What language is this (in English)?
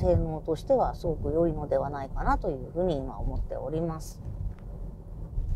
Japanese